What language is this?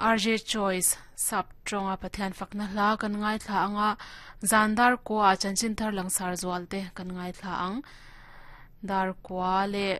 Mizo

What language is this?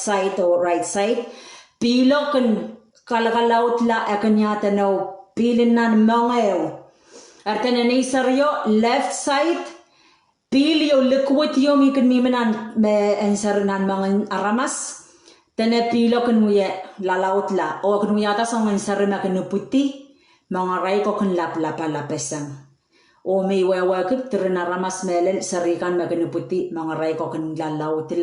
Pohnpeian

